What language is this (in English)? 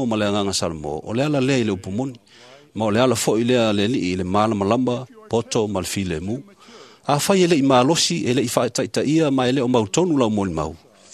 Samoan